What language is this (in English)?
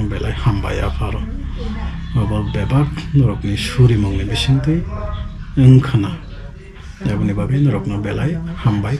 Kok Borok